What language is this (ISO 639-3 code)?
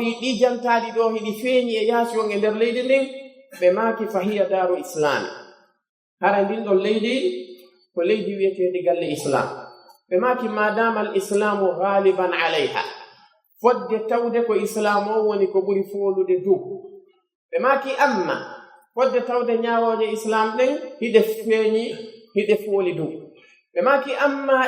fuf